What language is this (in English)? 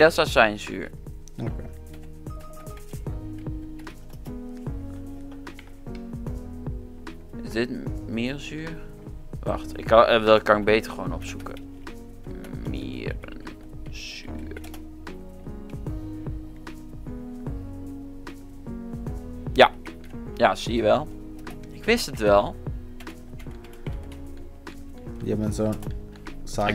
Dutch